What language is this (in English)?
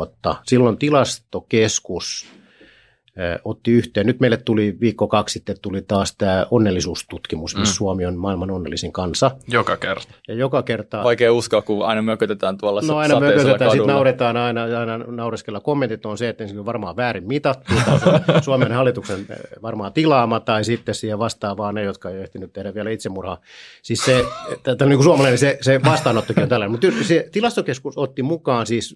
Finnish